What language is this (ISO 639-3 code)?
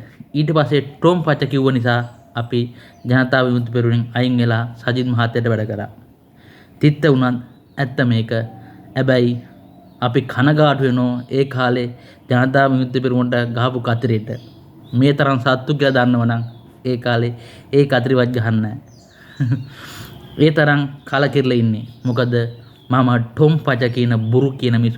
sin